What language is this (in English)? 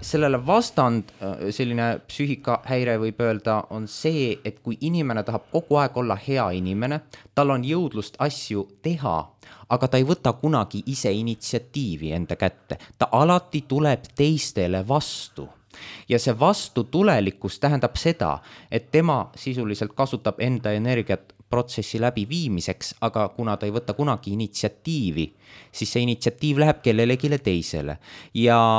Estonian